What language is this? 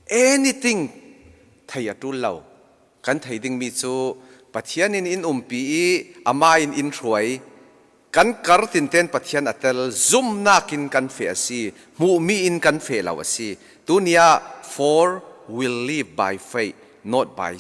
Falam Chin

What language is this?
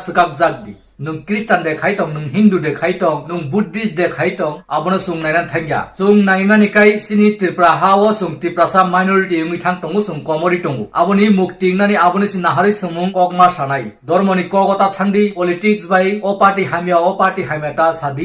Kok Borok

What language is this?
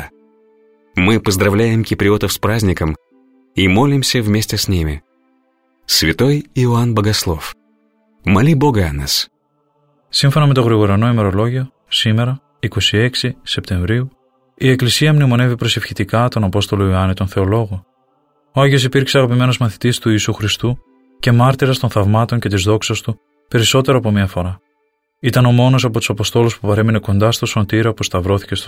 Greek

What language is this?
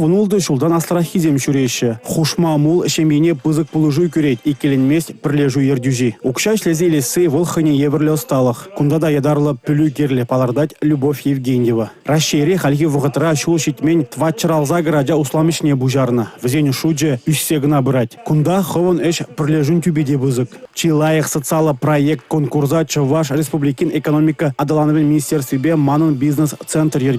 Chuvash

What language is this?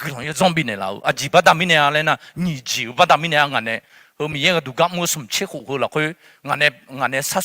Akha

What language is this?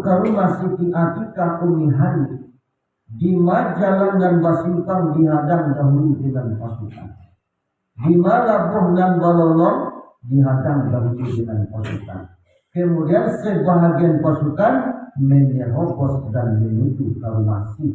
Minangkabau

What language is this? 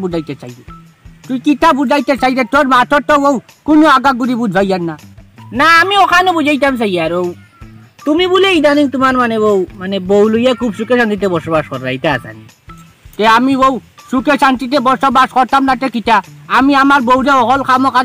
Sylheti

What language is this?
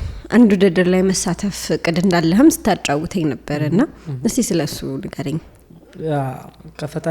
Amharic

